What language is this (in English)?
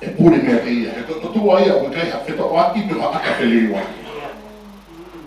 Tongan